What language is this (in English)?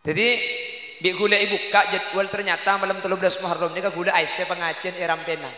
Madurese